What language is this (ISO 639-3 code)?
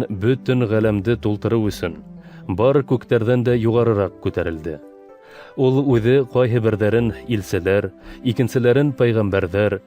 bak